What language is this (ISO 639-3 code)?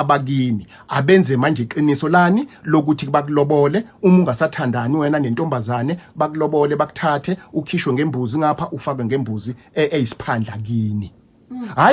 zul